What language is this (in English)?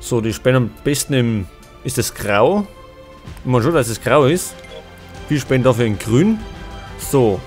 Bavarian